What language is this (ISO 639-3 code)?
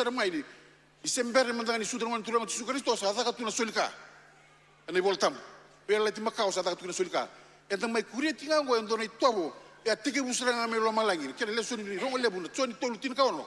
fij